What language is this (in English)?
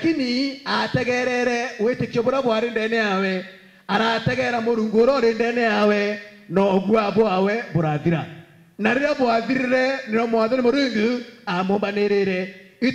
Meru